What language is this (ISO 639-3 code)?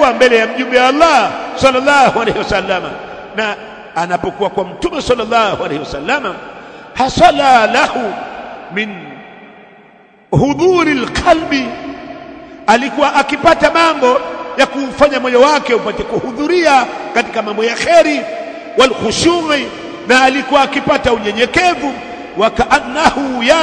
swa